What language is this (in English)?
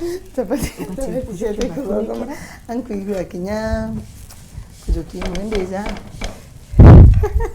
Meru